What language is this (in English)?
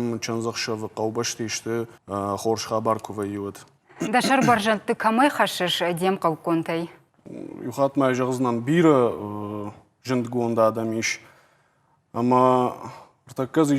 Ossetic